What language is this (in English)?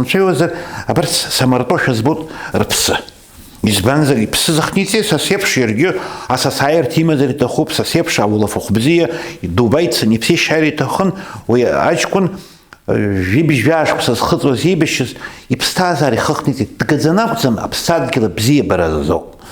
Abkhazian